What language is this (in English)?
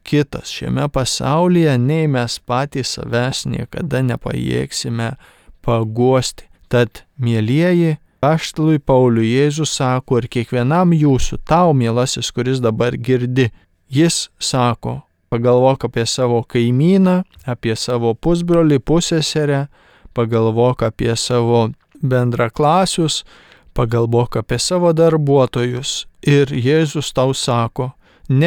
Lithuanian